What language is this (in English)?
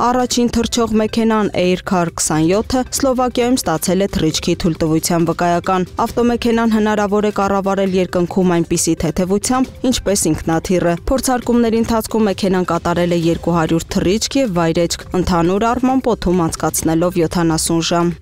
Armenian